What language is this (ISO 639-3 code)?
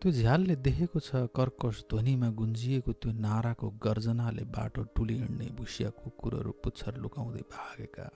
nep